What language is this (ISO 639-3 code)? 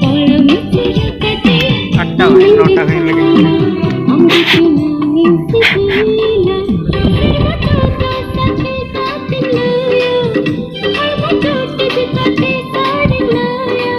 sat